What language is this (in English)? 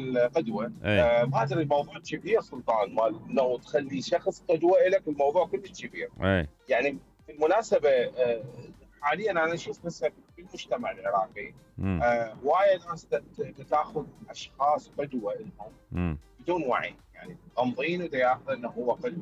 Mesopotamian Arabic